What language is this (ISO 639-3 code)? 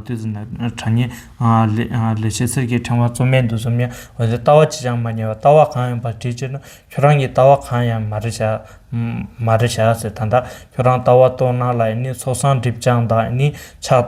bod